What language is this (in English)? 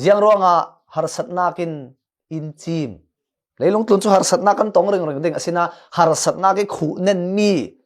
Falam Chin